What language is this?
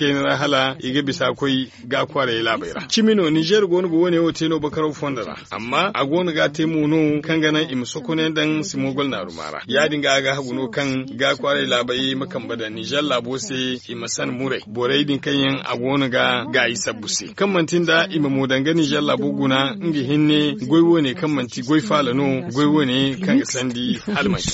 Zarma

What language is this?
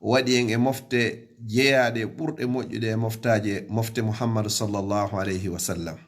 Fula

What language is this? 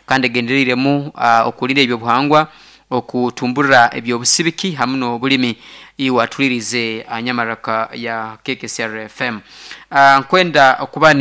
Nyankole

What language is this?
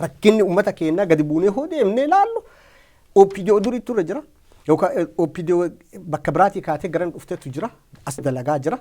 Oromo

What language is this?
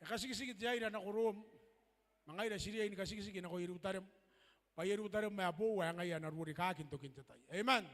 Gilbertese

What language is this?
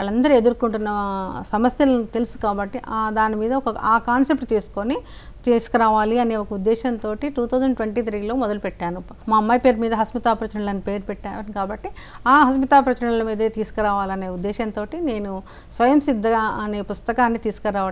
Telugu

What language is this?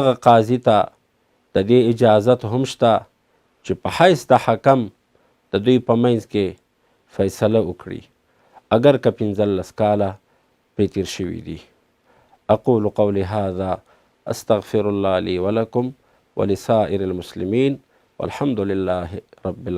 Pashto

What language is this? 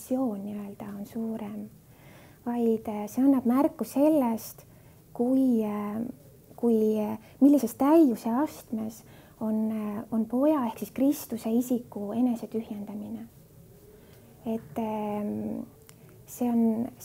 Estonian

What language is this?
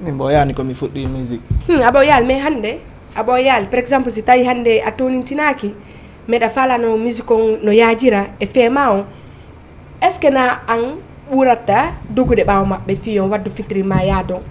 Fula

